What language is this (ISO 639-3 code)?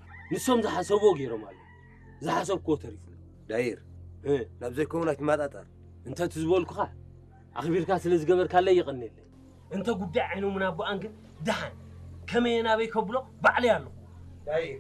tir